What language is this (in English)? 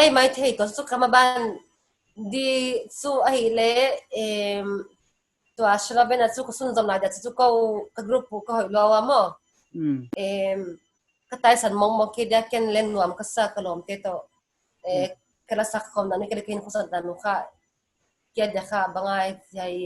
Paite Chin